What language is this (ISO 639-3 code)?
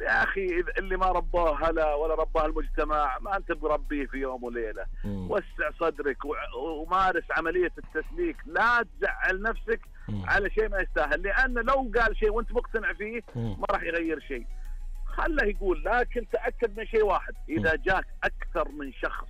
ars